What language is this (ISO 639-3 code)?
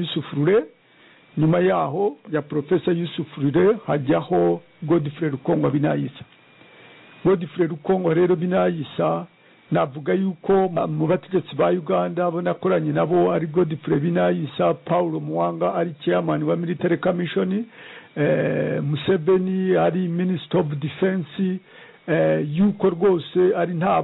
kin